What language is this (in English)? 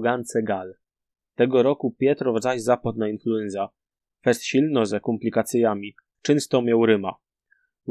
Silesian